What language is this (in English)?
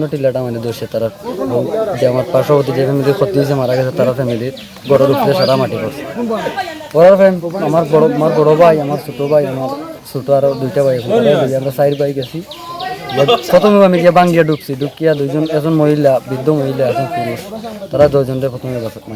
Sylheti